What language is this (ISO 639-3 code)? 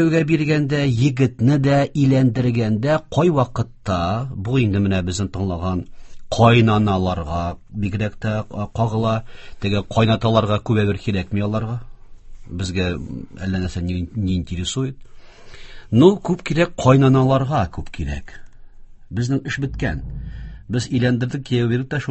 tat